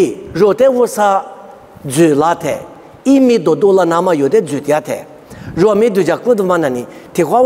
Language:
Lisu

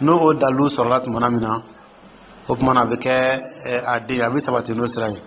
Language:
Dyula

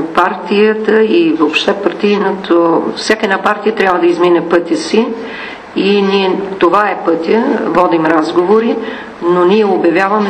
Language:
Bulgarian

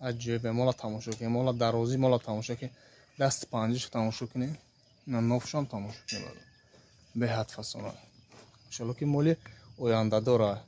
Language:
Tajik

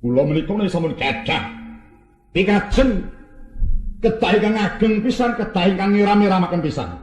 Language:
Javanese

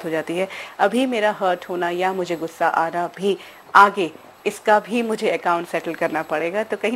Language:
Hindi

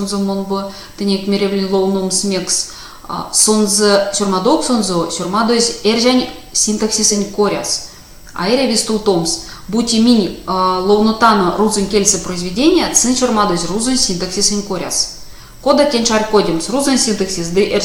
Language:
Erzya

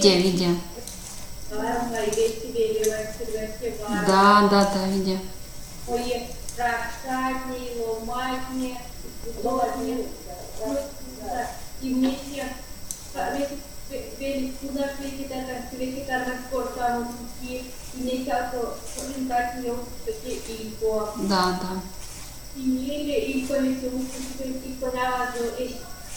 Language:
Erzya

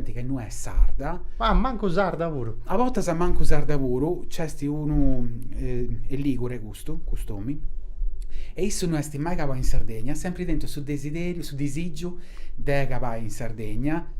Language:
Sardinian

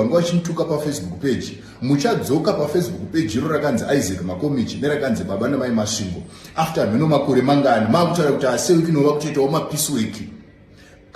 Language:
Shona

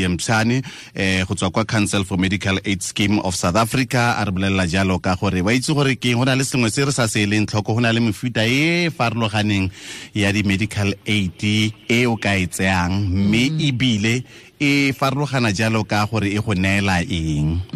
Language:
Tswana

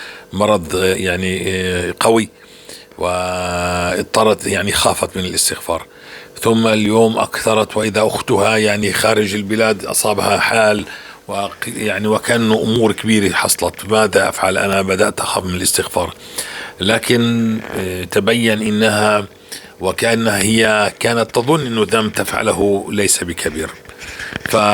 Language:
North Levantine Arabic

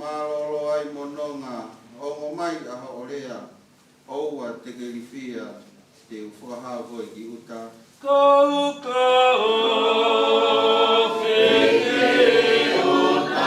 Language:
Tongan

